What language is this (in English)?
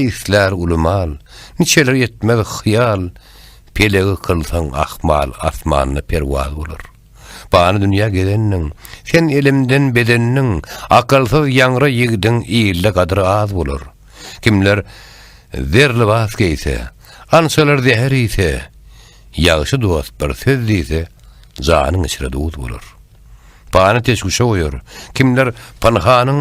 Turkmen